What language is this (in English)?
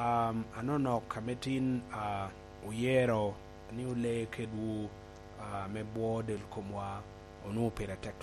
Lango (Uganda)